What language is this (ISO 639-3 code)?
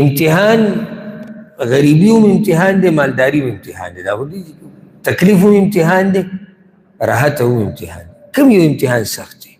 pus